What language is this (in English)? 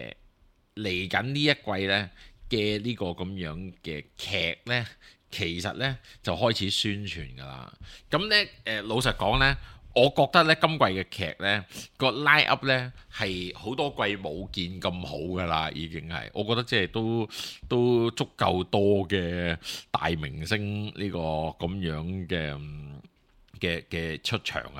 Cantonese